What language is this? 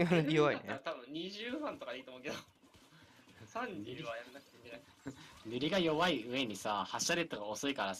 Japanese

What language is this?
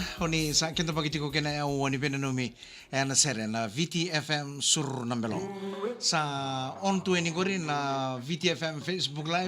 Fijian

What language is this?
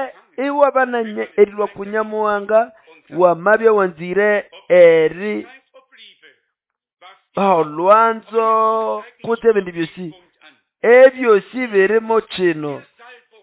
Nande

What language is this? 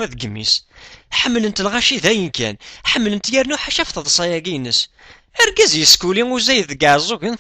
Kabyle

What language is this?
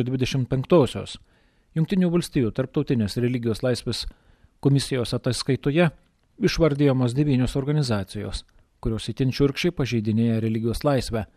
Lithuanian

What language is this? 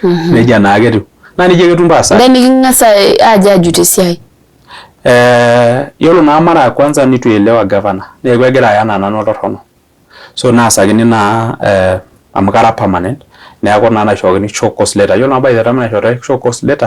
Masai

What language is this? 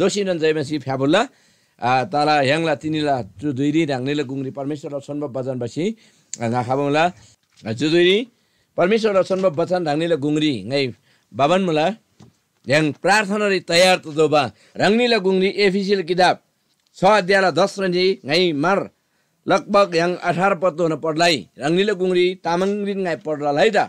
Eastern Tamang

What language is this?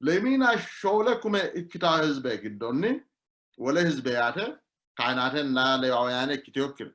Sidamo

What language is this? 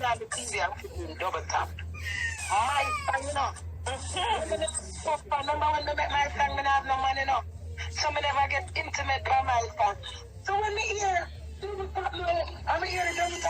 Jamaican Creole English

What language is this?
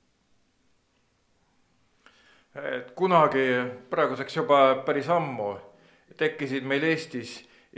Estonian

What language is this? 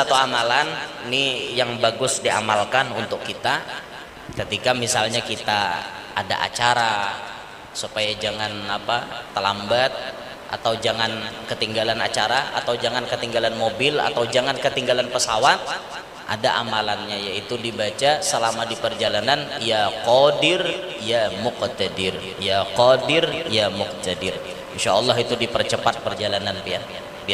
Banjar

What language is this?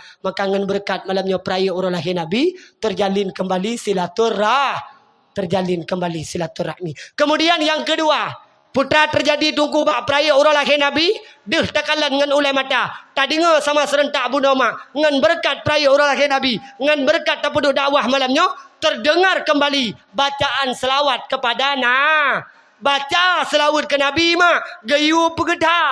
Achinese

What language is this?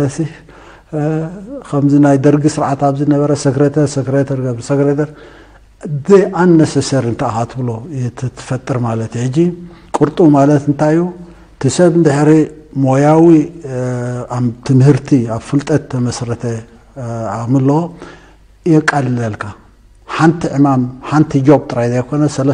Tigrinya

